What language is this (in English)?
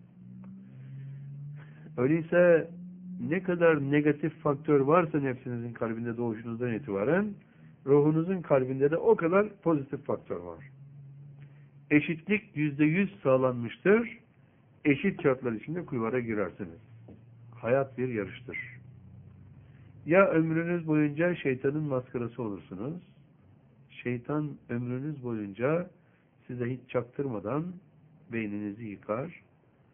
Turkish